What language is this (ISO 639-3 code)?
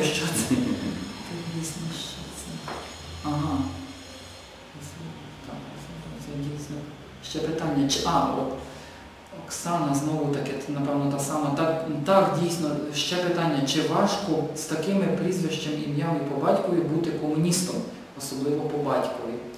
ukr